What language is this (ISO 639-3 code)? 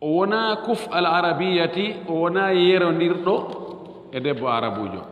ful